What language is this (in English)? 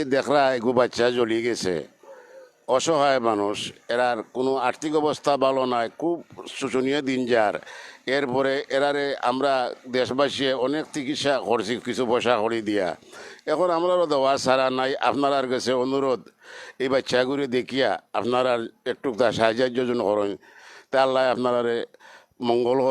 Sylheti